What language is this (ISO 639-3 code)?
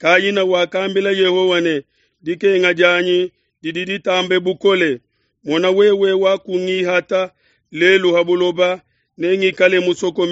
lua